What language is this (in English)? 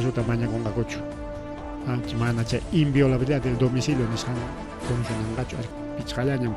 Ayacucho Quechua